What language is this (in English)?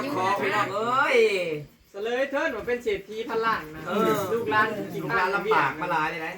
Northeastern Thai